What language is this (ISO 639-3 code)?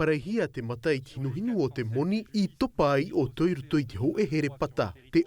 tah